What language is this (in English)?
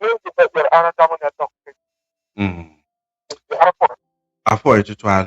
Acoli